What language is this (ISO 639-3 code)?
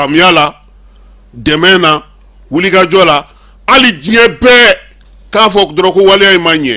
bam